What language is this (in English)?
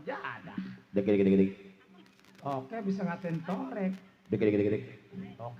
Betawi